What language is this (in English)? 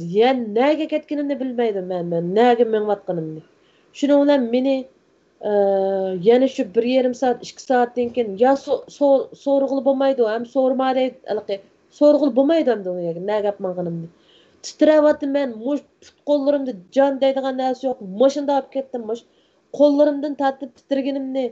Uyghur